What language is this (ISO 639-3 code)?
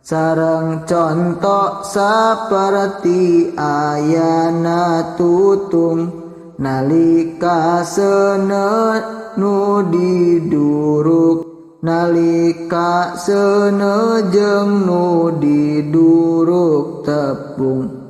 sun